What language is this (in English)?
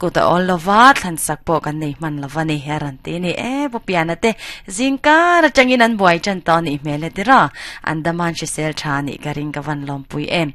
Mizo